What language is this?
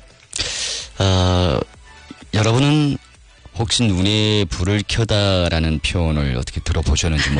Korean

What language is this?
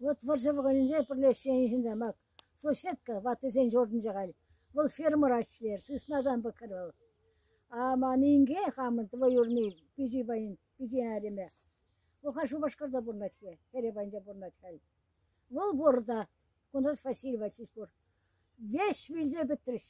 Chuvash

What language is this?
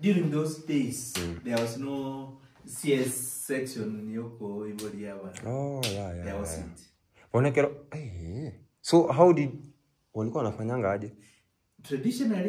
Gusii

